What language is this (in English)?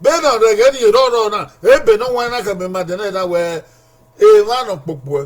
Bini